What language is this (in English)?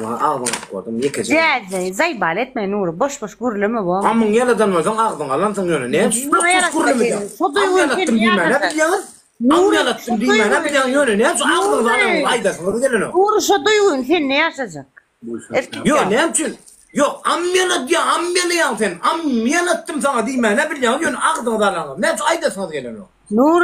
Turkmen